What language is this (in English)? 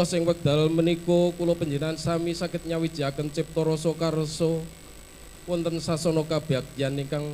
Javanese